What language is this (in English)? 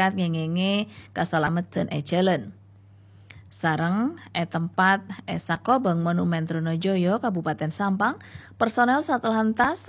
Madurese